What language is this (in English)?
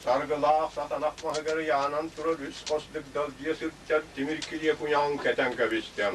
Yakut